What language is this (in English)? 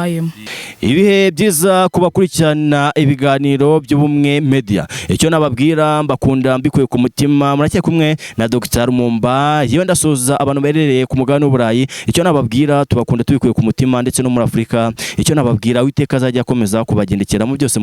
Kinyarwanda